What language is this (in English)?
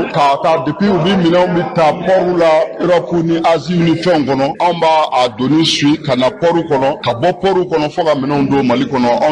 Bambara